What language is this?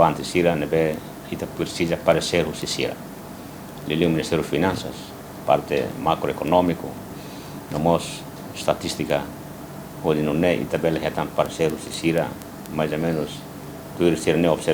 Tetum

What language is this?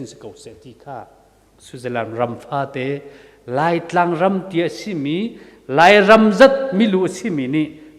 Hakha Chin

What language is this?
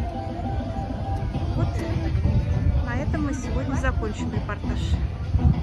Russian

